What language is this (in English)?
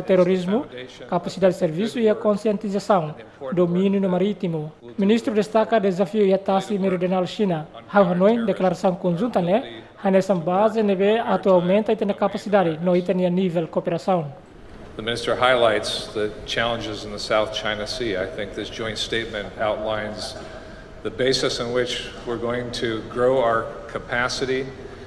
Tetum